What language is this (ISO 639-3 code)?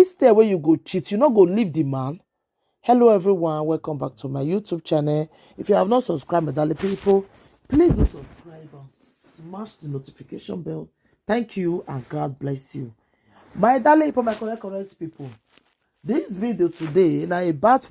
pcm